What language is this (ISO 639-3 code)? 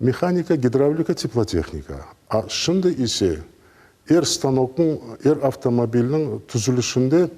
crh